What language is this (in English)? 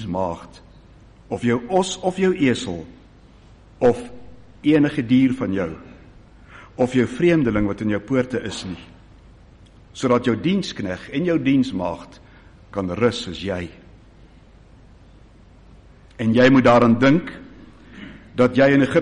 Afrikaans